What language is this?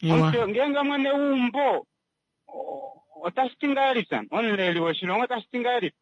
Kuanyama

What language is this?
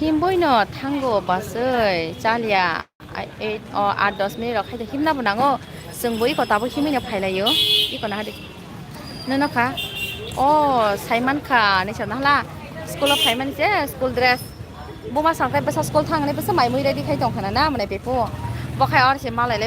Kok Borok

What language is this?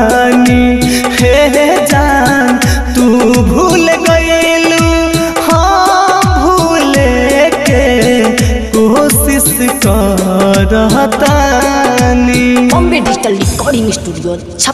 Bhojpuri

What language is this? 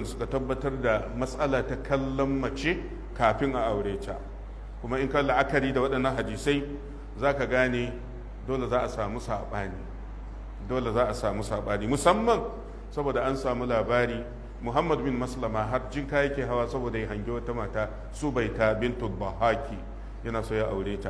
Hausa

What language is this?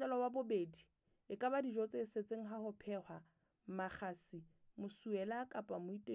Southern Sotho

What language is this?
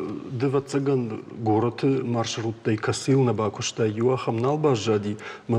Ossetic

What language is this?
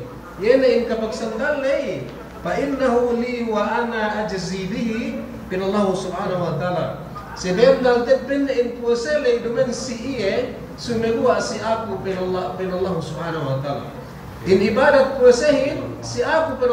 Yakan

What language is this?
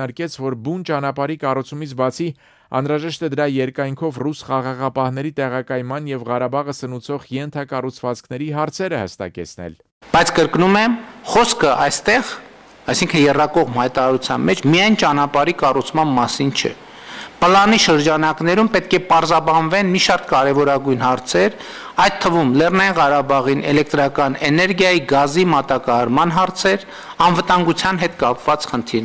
Armenian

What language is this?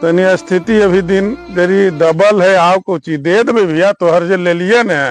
Magahi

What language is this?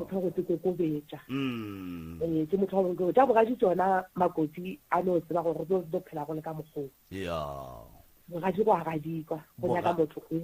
Northern Sotho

